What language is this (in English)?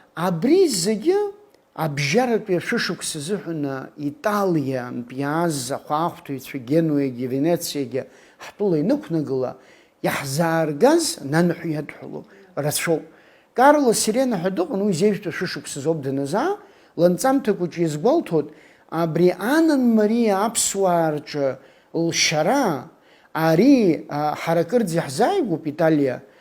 Abkhazian